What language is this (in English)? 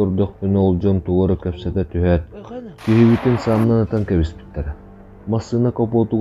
Yakut